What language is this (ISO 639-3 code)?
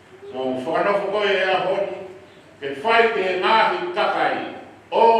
ton